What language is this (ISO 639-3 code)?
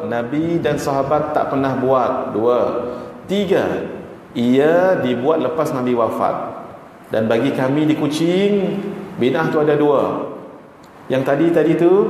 msa